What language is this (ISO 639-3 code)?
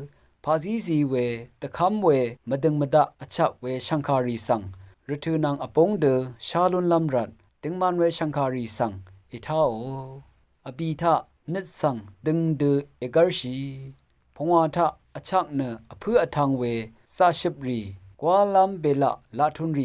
raw